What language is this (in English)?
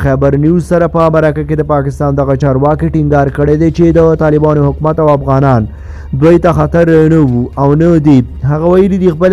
Pashto